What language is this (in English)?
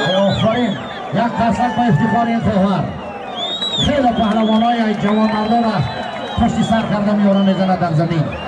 Tajik